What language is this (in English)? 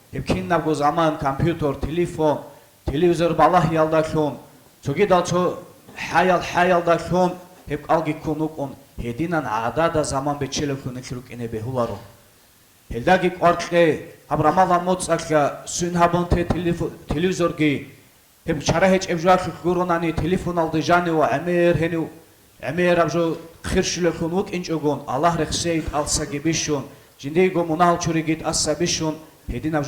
Avaric